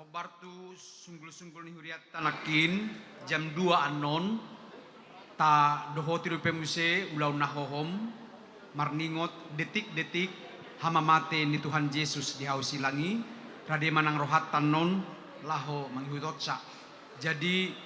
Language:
Batak Toba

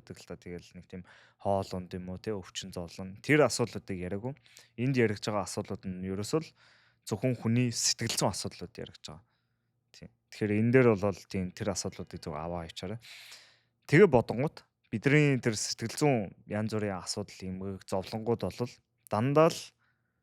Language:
Mongolian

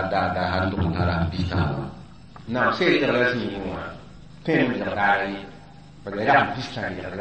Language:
Mossi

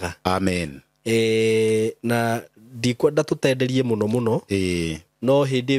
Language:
Kikuyu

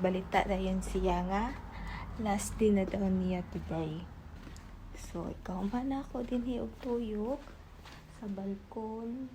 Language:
Cebuano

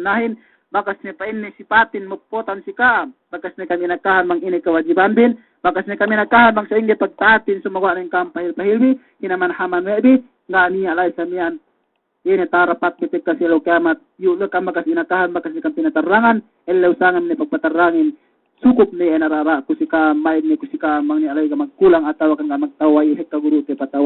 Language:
Yakan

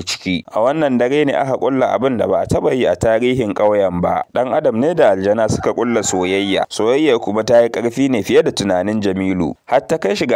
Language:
Hausa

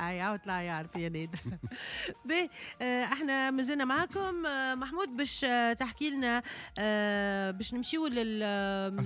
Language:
Tunisian Arabic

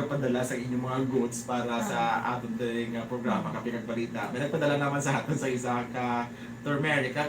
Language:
Hiligaynon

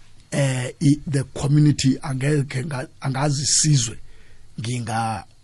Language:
South Ndebele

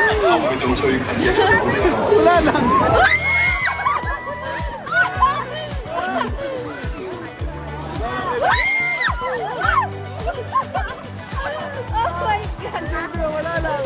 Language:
Filipino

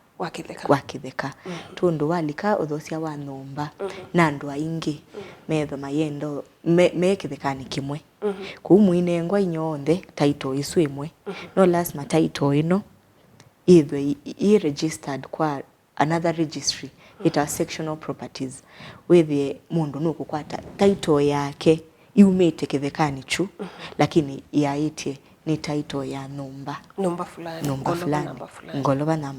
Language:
Kamba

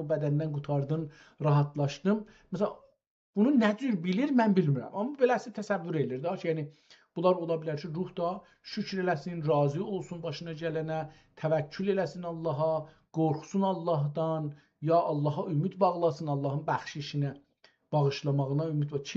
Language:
South Azerbaijani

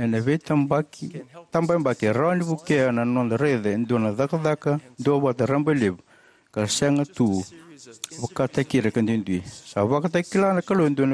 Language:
Fijian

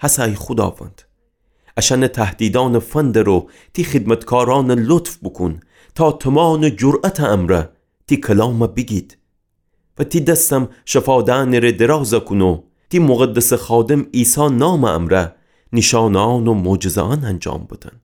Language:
Gilaki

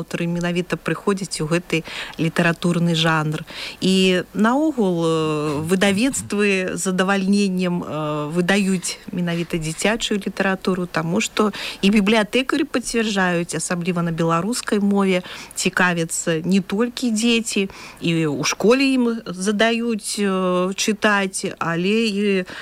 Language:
Belarusian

